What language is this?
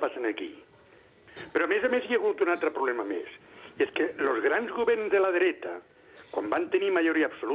Catalan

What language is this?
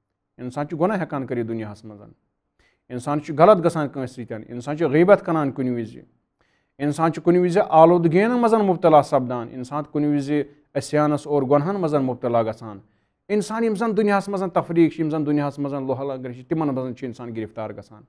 Kashmiri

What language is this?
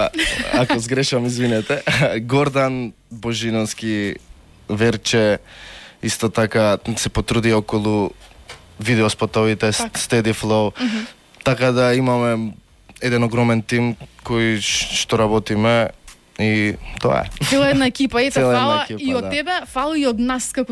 Macedonian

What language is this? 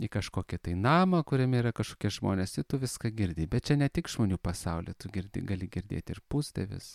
Lithuanian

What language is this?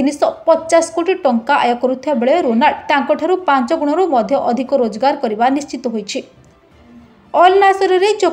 Odia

